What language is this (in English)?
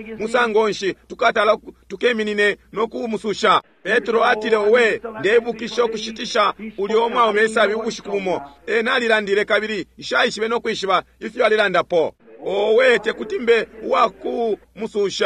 Bemba